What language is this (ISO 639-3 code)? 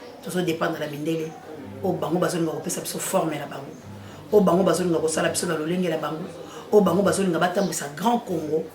lin